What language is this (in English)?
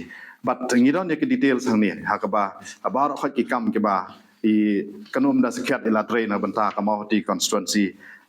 Khasi